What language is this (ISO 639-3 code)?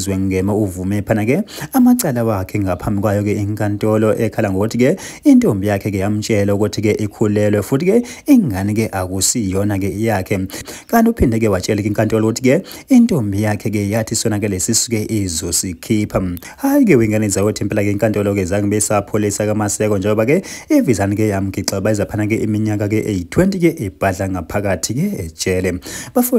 zul